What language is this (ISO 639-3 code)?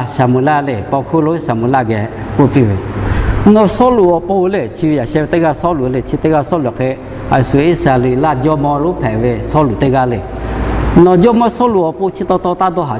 lhu